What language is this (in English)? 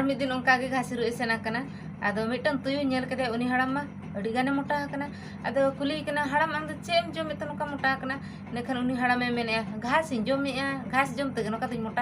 Santali